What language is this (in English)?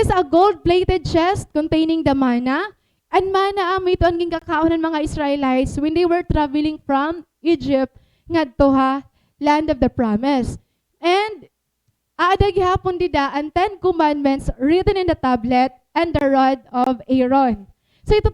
Waray